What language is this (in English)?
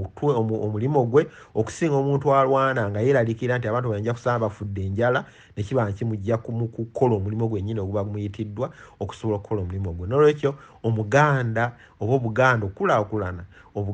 Ganda